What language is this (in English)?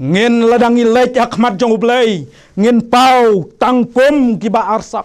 Khasi